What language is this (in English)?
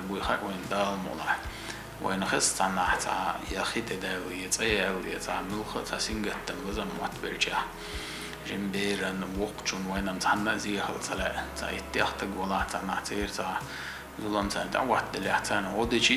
Chechen